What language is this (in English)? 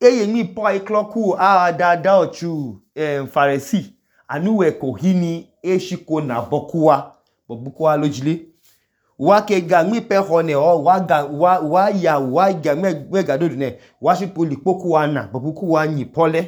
Idoma